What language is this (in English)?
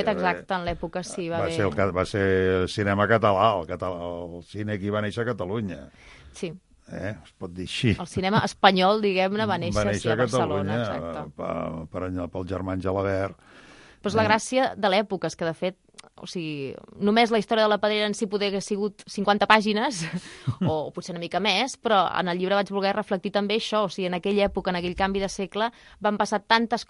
Catalan